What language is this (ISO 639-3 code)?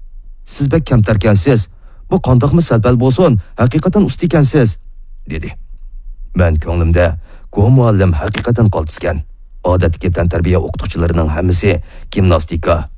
uig